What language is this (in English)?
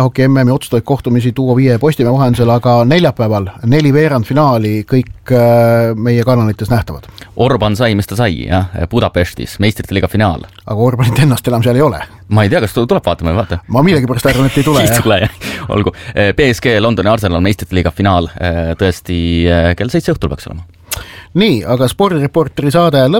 Estonian